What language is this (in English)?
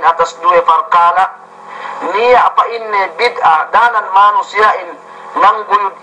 Yakan